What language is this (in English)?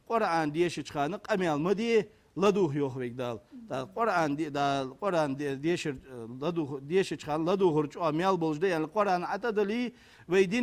Ingush